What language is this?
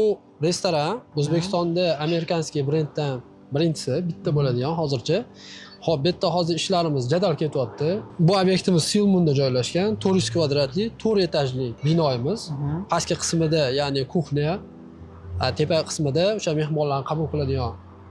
Uzbek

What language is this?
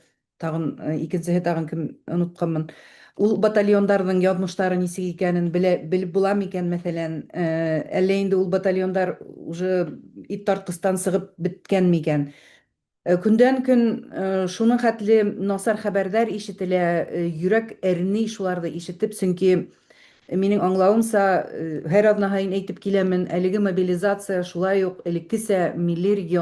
Bashkir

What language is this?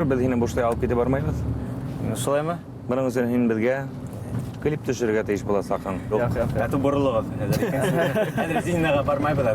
Bashkir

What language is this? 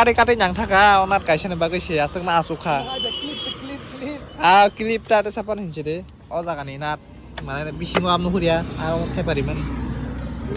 Kok Borok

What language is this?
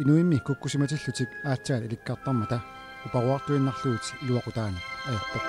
Kalaallisut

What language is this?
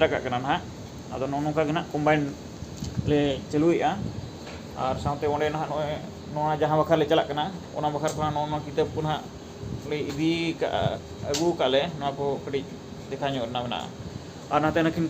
Santali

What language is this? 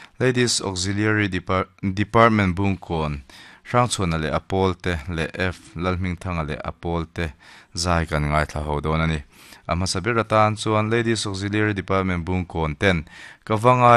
Mizo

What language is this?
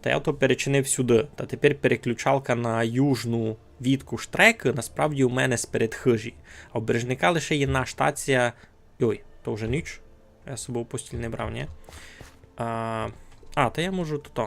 Rusyn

